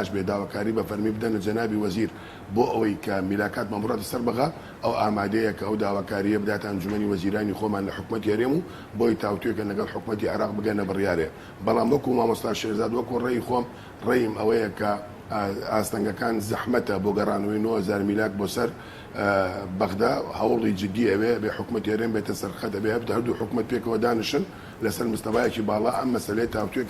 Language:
Central Kurdish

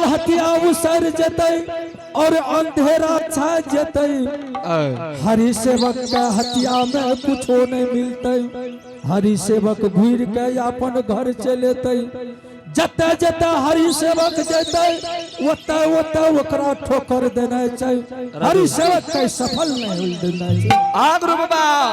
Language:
Angika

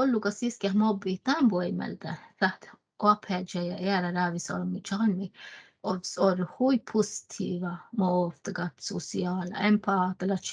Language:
Northern Sami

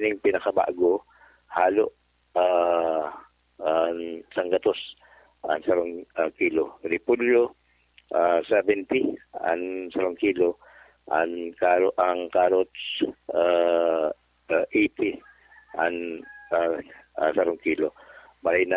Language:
Bikol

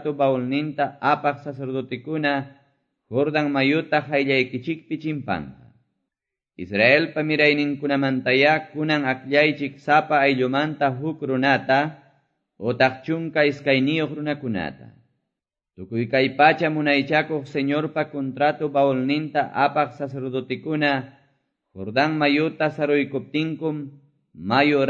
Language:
Quechua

